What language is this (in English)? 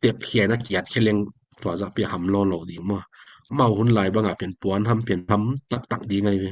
Tedim Chin